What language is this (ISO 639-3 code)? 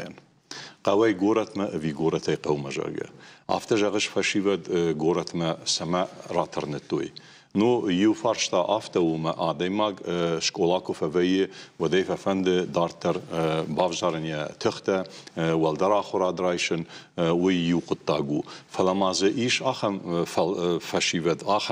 oss